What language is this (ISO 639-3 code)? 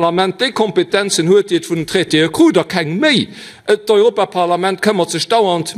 ltz